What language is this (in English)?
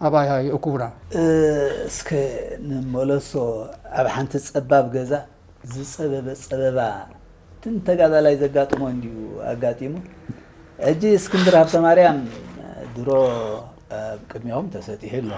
Tigrinya